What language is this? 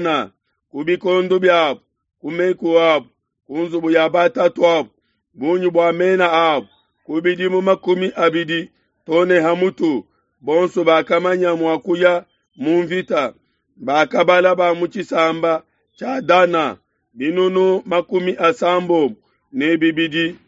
Luba-Lulua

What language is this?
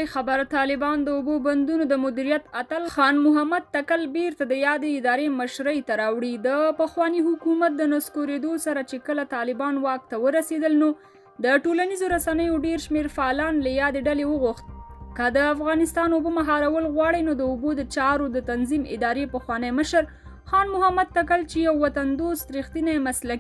Pashto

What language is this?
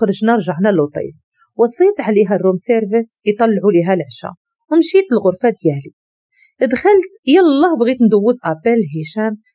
Moroccan Arabic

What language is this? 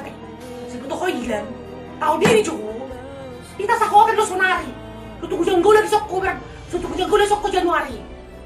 Batak Toba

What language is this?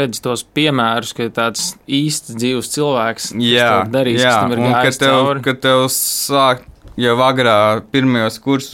Latvian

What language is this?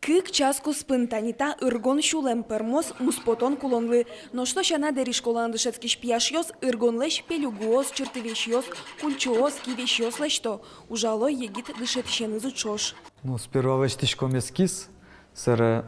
Udmurt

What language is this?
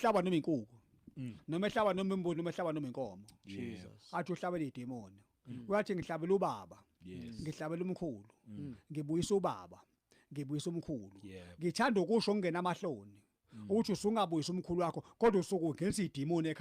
Zulu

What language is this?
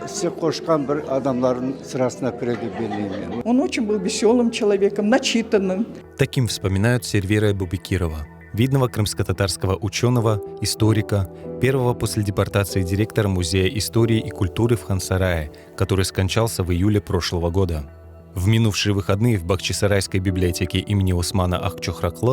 Crimean Tatar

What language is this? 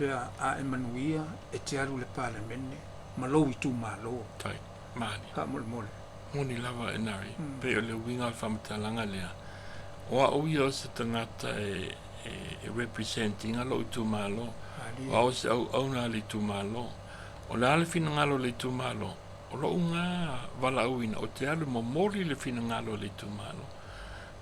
Samoan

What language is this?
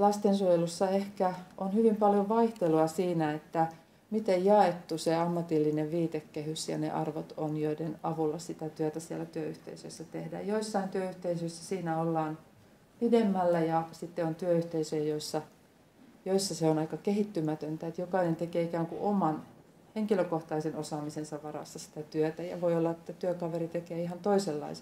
Finnish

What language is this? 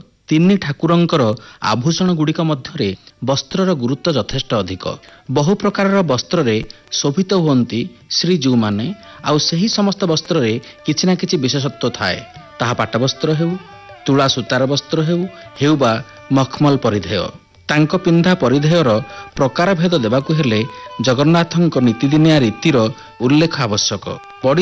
Odia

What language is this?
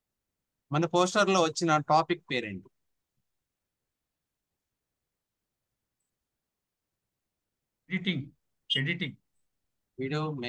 Telugu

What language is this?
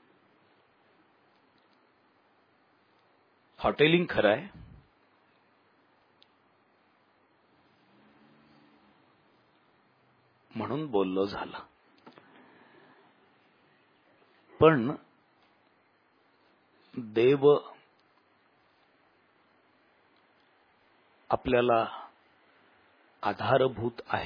Marathi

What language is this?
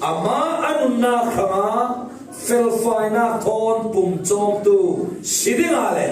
Falam Chin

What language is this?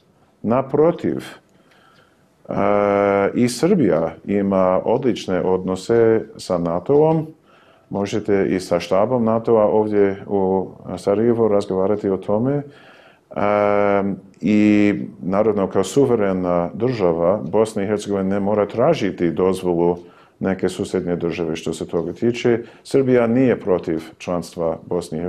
Bosnian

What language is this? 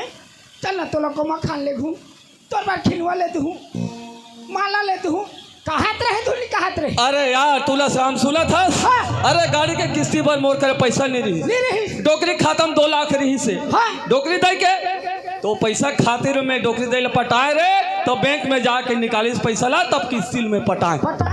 Chhattisgarhi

